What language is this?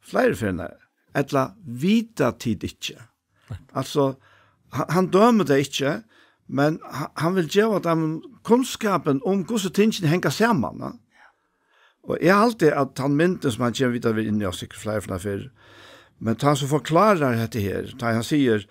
Faroese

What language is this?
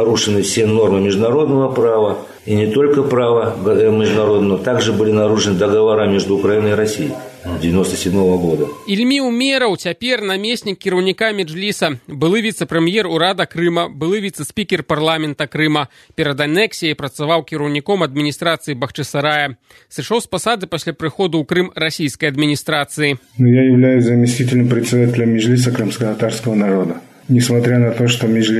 Belarusian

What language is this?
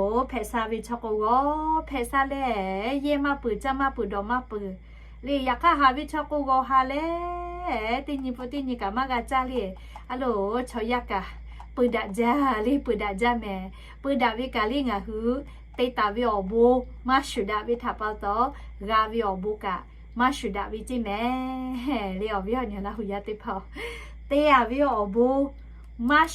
Lahu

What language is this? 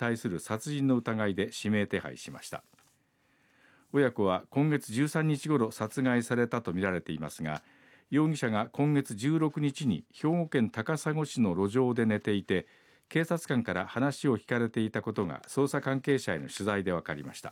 Japanese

